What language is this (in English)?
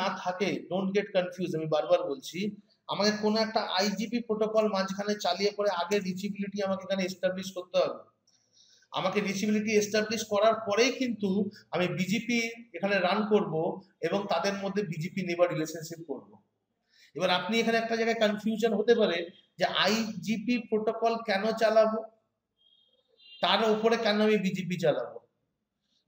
Bangla